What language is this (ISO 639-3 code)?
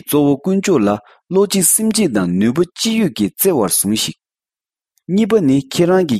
bod